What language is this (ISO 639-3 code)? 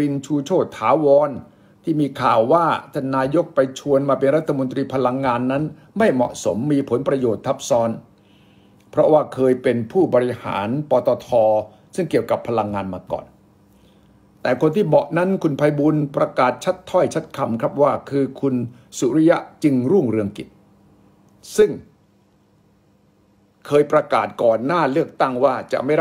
tha